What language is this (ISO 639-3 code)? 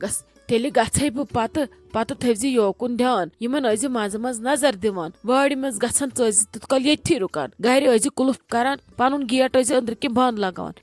kas